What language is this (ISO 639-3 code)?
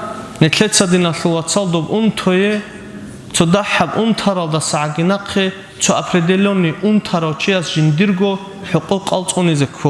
ava